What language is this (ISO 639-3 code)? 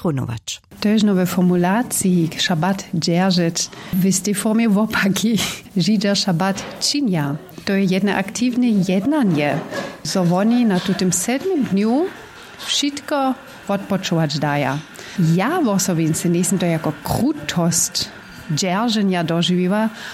hsb